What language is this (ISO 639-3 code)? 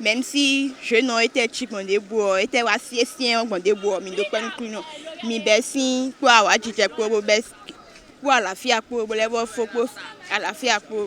fon